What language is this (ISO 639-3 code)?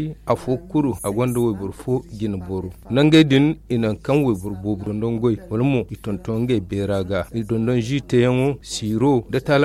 dje